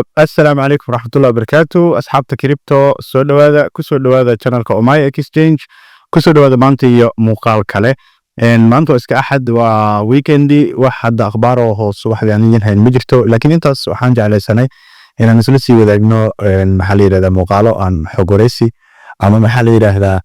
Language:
Somali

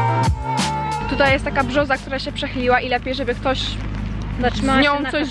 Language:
Polish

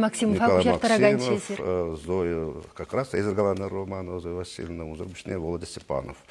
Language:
Chuvash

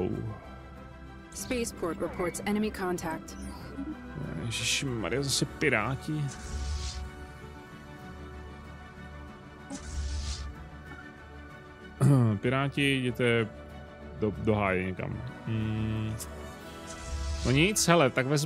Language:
Czech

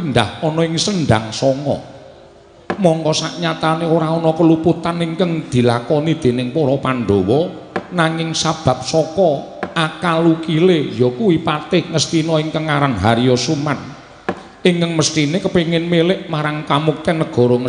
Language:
Javanese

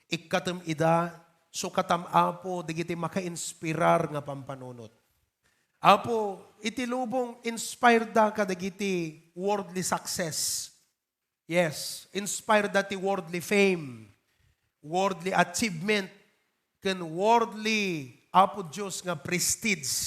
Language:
Iloko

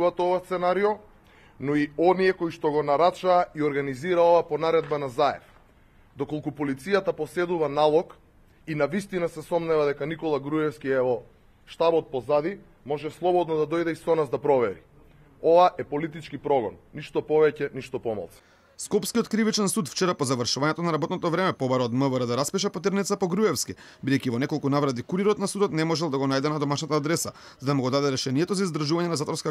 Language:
Macedonian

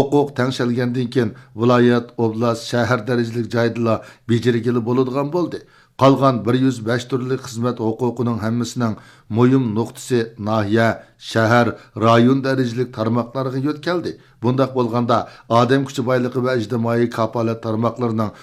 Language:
Uyghur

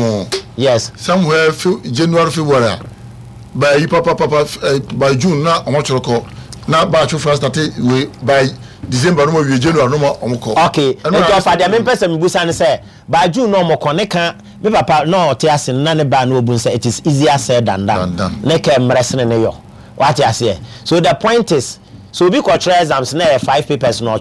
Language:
Akan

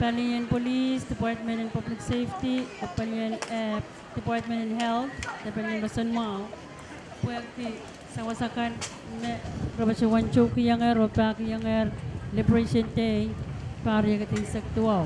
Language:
Pohnpeian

